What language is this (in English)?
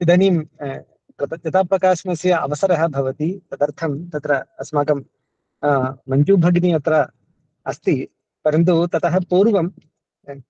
Sanskrit